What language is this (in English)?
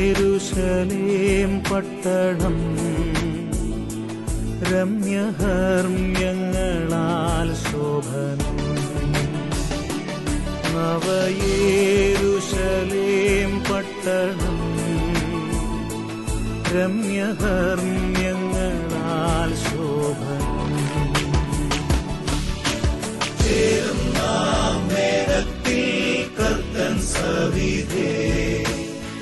Malayalam